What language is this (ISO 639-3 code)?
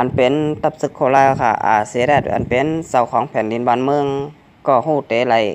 shn